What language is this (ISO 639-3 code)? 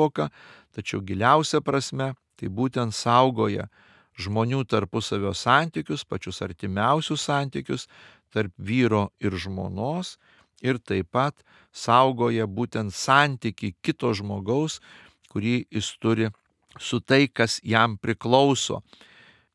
lit